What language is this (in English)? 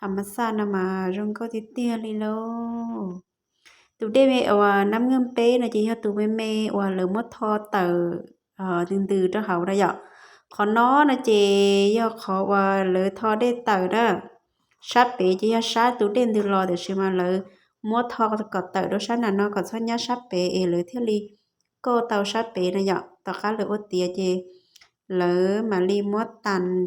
Hmong